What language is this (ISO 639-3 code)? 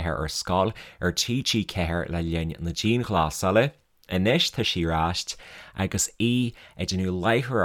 gle